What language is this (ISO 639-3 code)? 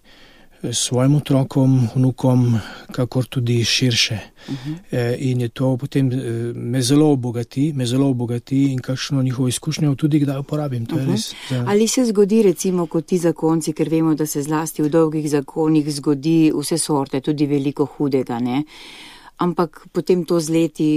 slv